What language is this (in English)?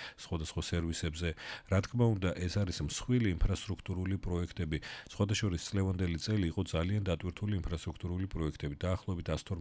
Georgian